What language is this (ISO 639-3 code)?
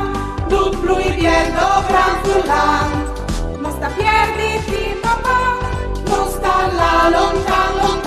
fur